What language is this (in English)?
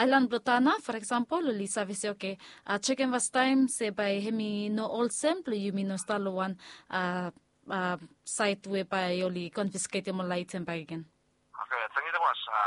Bislama